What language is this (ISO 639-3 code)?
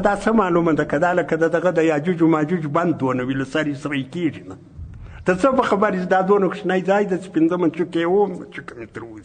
pus